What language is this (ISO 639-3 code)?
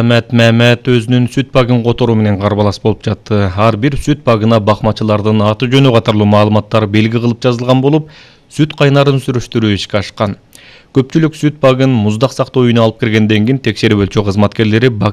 kir